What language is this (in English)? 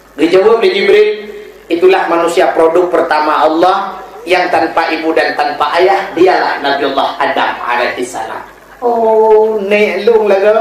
Achinese